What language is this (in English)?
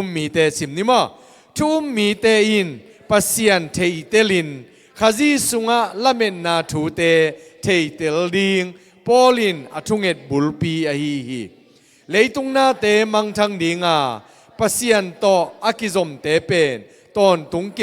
Tedim Chin